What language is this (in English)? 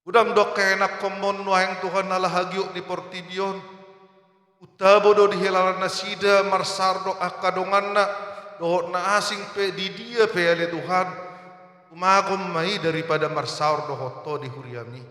Batak Toba